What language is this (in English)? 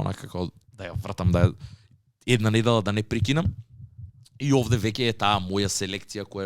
Macedonian